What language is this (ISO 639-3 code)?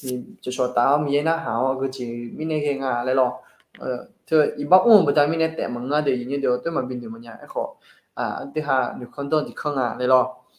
ahk